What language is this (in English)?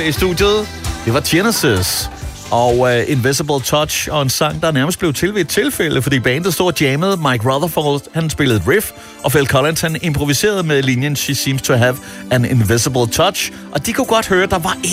Danish